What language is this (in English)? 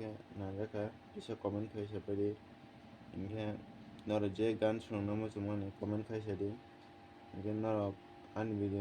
Kok Borok